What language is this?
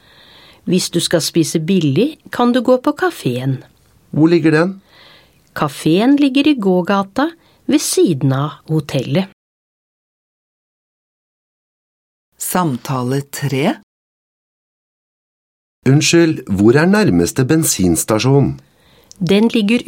Norwegian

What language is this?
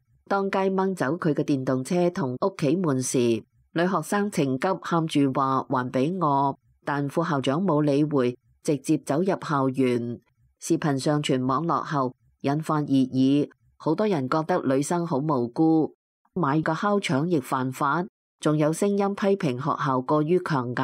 Cantonese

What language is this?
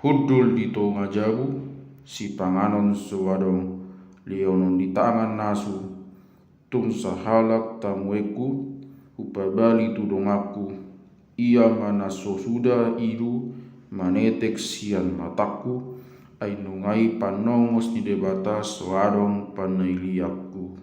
Batak Toba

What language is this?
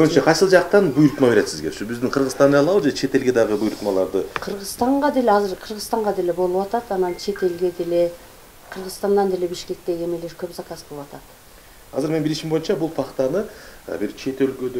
Kyrgyz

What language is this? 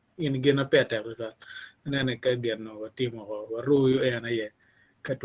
Acoli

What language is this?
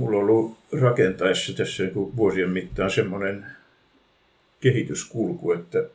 Finnish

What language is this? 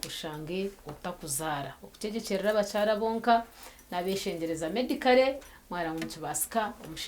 Nyankole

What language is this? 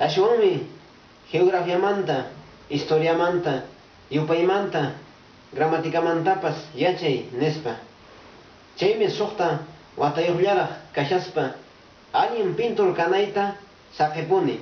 Quechua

